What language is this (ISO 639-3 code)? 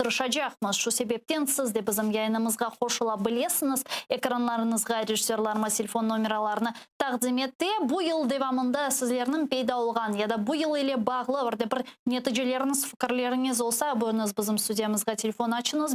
crh